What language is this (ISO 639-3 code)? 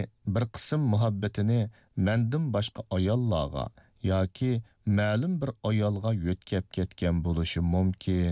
uig